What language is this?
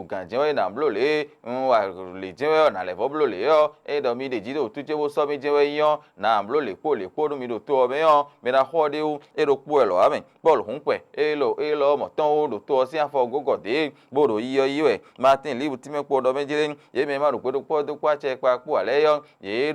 Fon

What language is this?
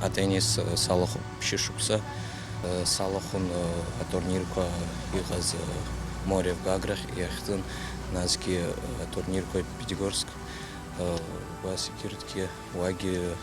Abkhazian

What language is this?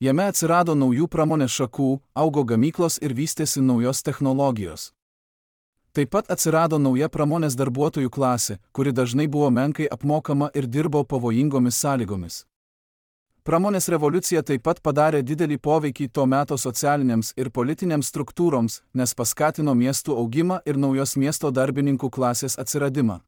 Lithuanian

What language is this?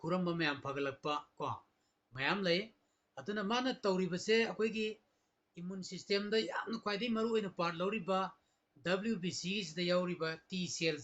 Manipuri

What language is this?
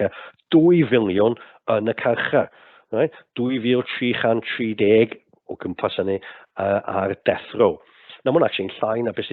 Welsh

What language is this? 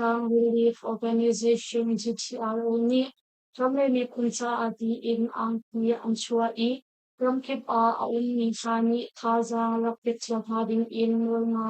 Hakha Chin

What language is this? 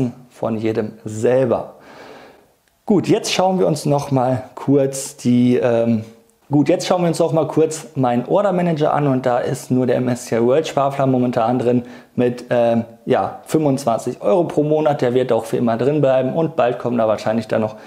German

